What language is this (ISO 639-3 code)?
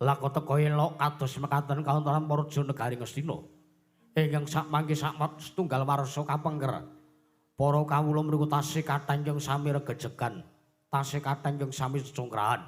jav